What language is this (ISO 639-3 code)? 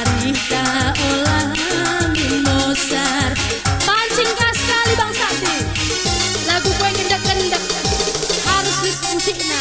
btx